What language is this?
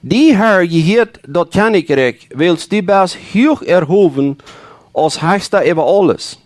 Plautdietsch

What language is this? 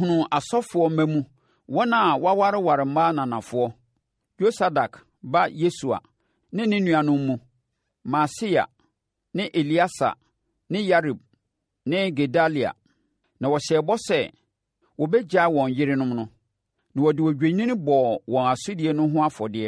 Akan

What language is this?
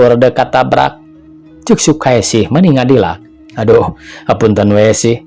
Sundanese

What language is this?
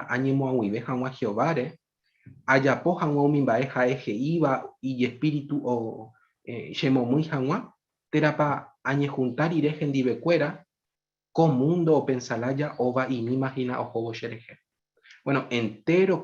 Guarani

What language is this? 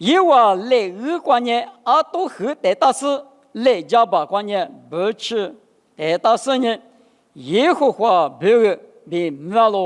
Lisu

